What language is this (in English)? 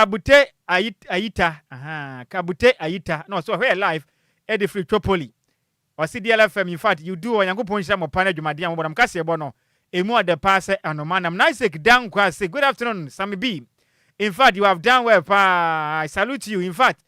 Akan